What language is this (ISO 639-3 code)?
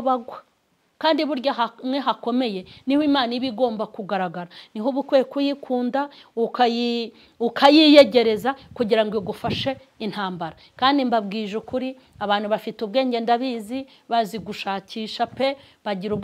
kin